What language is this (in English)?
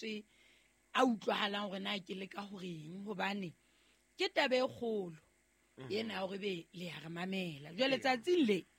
Southern Sotho